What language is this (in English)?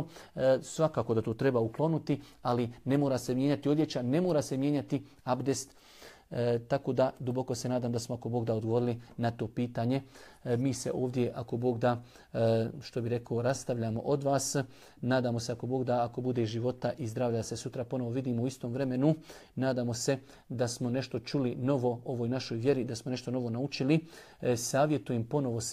Bosnian